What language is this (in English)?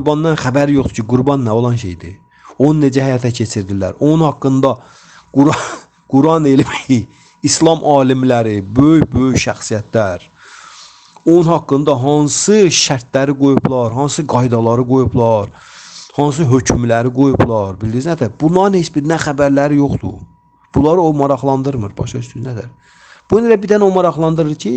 Azerbaijani